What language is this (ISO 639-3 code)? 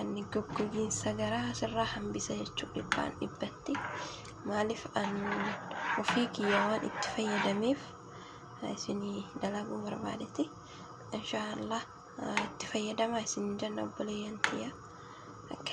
orm